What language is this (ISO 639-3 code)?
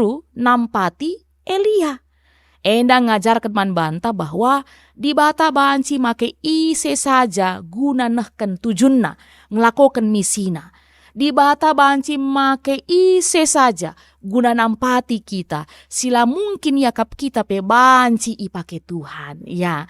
btx